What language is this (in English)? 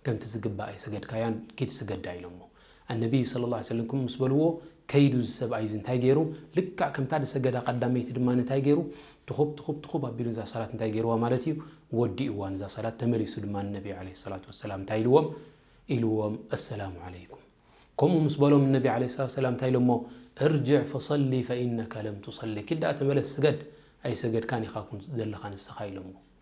Tigrinya